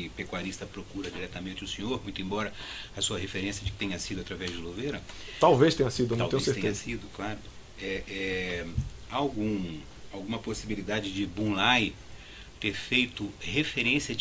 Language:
Portuguese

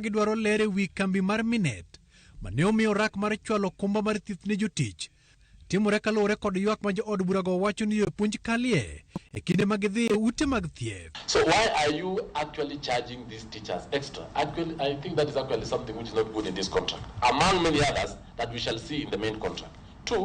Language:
Luo (Kenya and Tanzania)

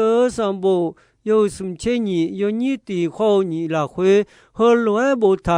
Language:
Akha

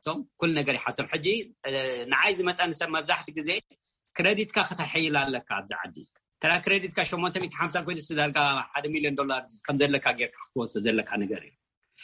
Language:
Tigrinya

